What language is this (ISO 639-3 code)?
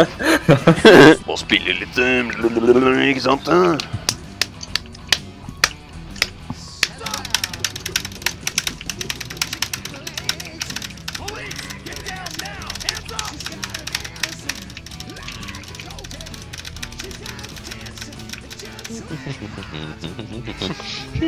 nor